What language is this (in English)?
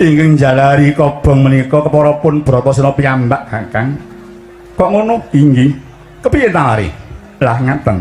Javanese